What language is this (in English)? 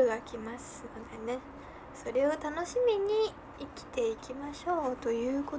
Japanese